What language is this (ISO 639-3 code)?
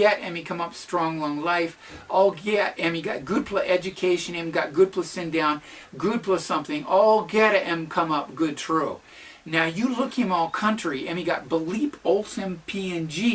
tpi